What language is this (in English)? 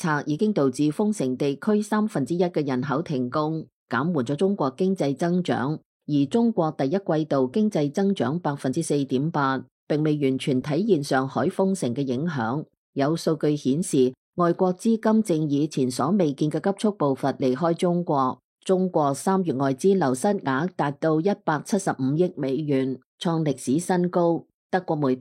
Cantonese